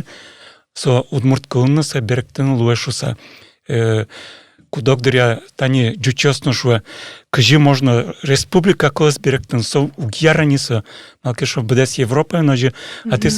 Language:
Udmurt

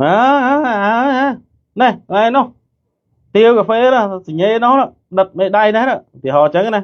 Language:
Khmer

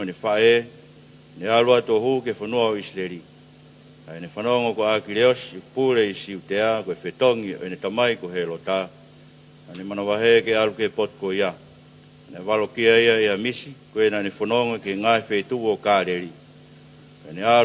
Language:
Tongan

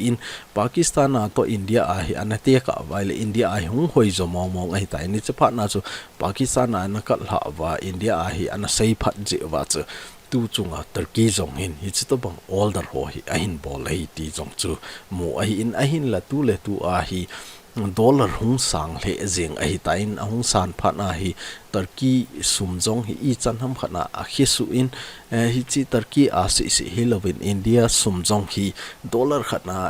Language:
Thado Chin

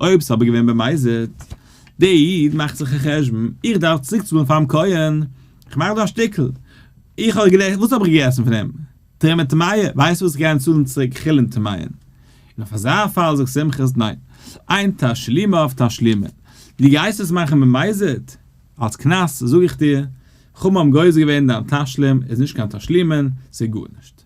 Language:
Yiddish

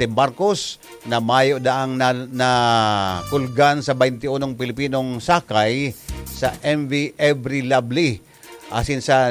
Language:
Bikol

